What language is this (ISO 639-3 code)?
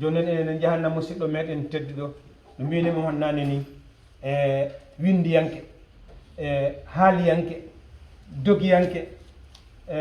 ful